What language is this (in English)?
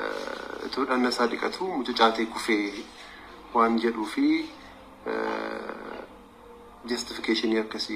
Oromo